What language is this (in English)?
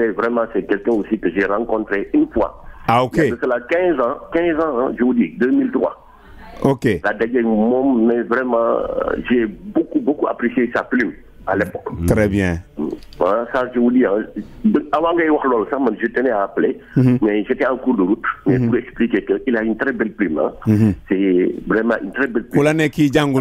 Wolof